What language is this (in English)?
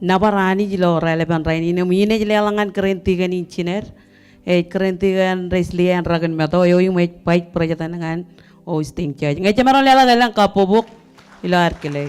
Marshallese